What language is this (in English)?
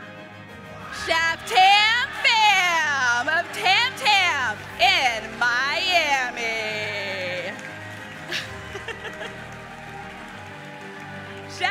English